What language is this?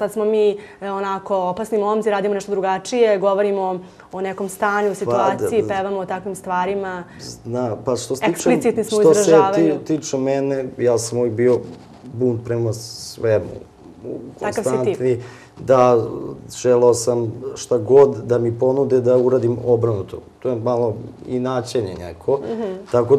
Serbian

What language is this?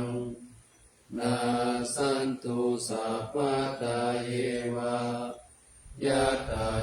Pali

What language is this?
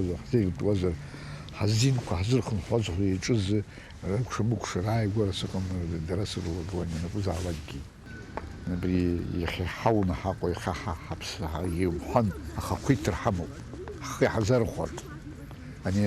Abkhazian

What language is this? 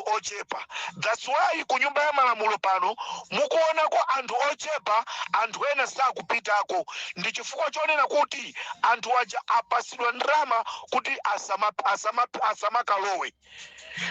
Nyanja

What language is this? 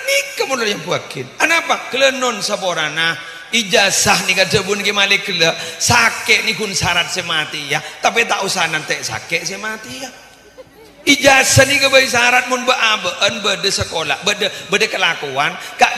Madurese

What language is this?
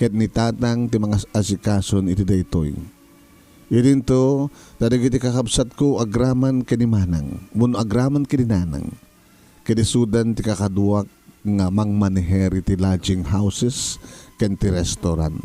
Iloko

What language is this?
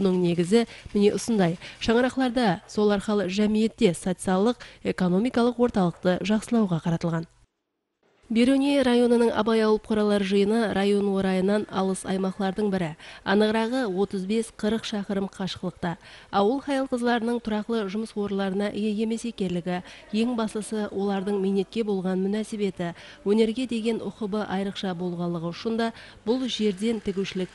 Kara-Kalpak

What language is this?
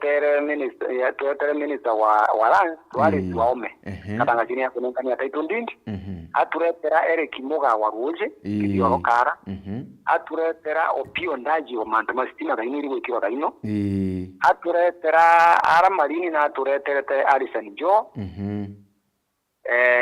Meru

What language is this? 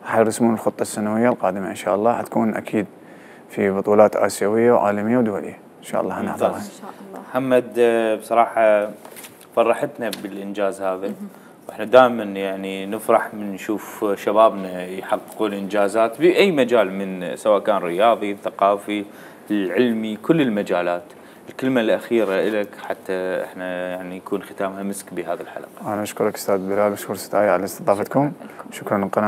Mesopotamian Arabic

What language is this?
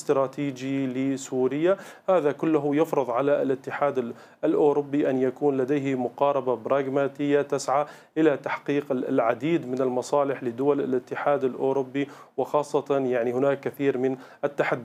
Arabic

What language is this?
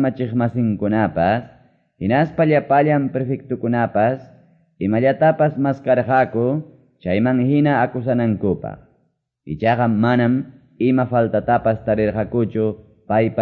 Quechua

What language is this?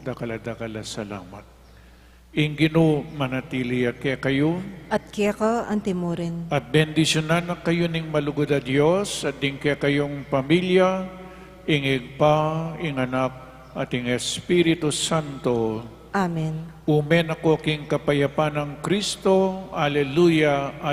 Pampanga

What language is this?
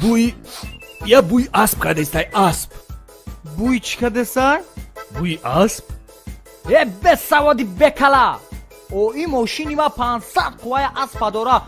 Tajik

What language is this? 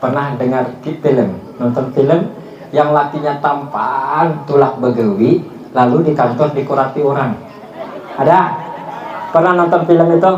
Banjar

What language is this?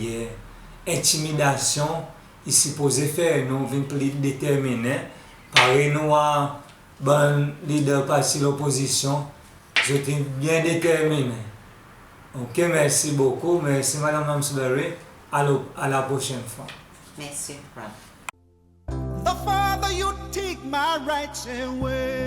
Seselwa Creole French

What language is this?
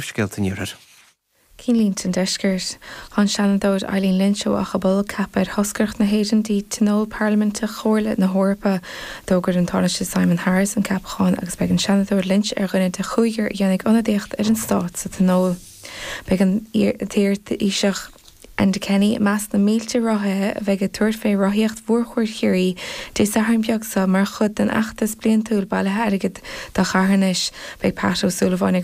Irish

